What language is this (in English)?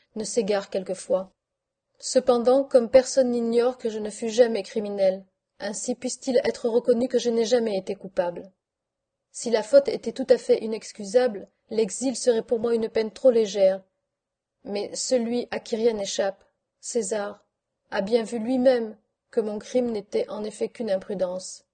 French